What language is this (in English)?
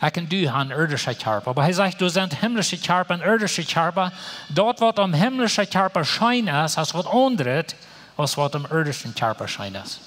Plautdietsch